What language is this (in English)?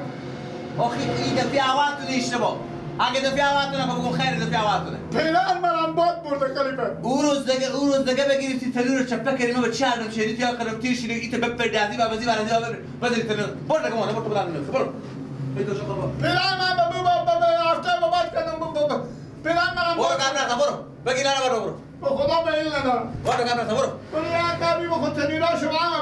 Persian